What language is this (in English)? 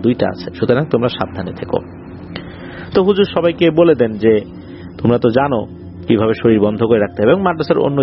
Bangla